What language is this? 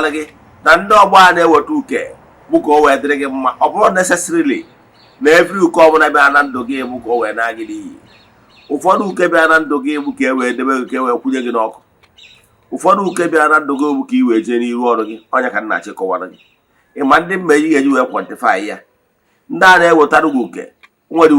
Igbo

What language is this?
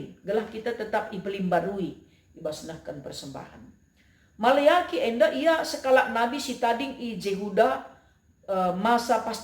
Batak Karo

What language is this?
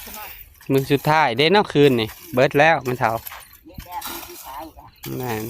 Northeastern Thai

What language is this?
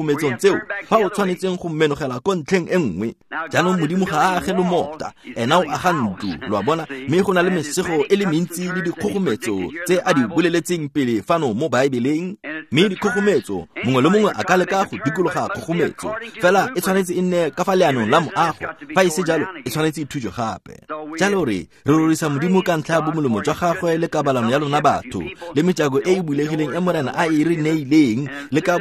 Tswana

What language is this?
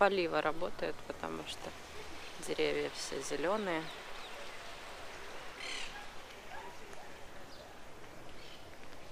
Russian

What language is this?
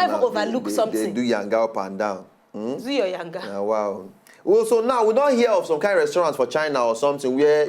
Nigerian Pidgin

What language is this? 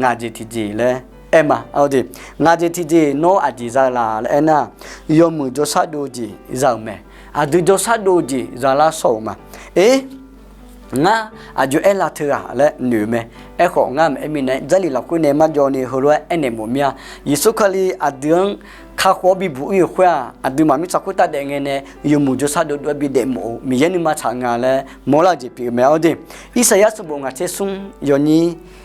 Akha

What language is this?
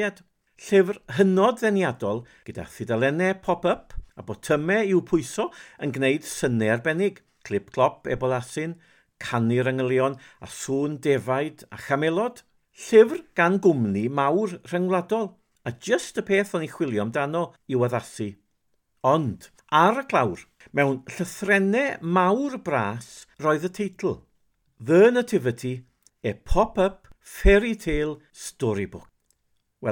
Welsh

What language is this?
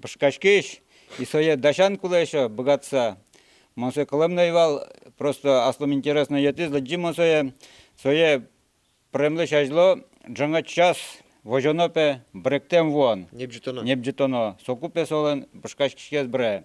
Udmurt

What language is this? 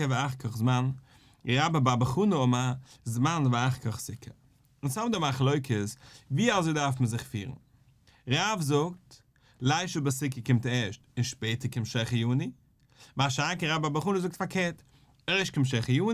Yiddish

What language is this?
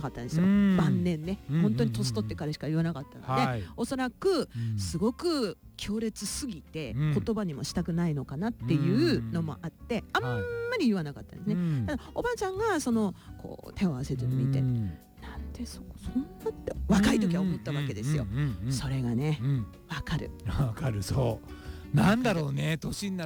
Japanese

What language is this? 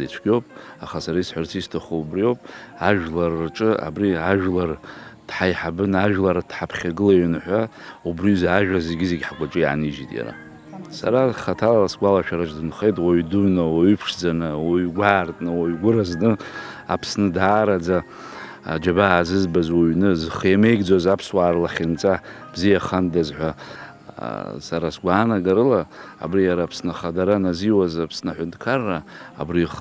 Abkhazian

